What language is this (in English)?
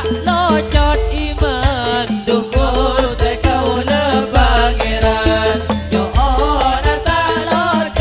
Madurese